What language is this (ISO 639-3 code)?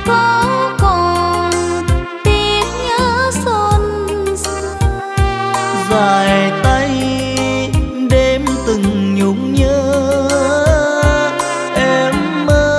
vie